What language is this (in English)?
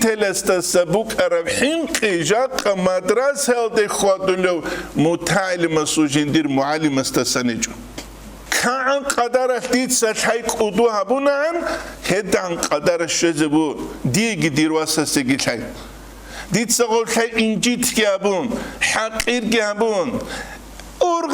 Avaric